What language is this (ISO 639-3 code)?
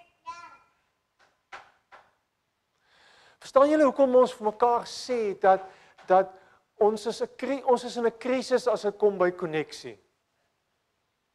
afr